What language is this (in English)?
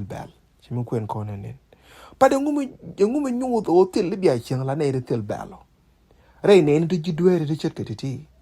Nuer